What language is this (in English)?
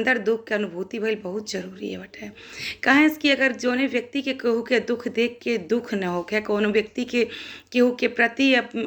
Bhojpuri